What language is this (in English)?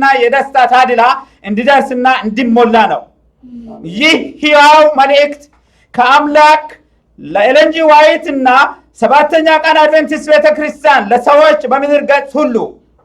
Amharic